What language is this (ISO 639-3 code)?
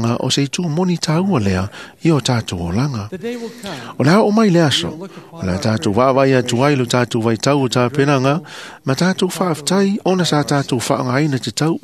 smo